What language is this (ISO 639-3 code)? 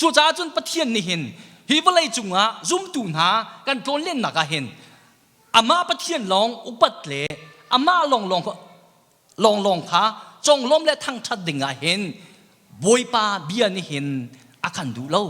cnh